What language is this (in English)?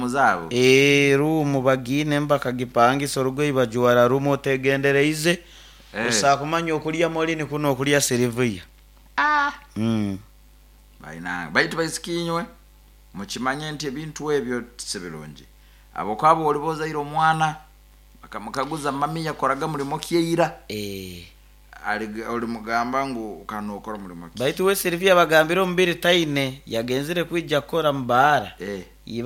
Nyoro